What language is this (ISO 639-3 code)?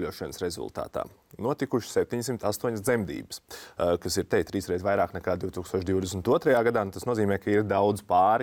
lav